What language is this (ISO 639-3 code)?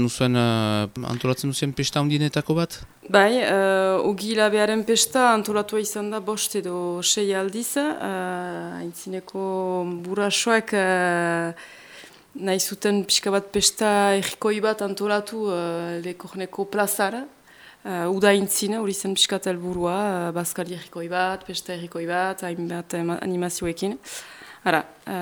eus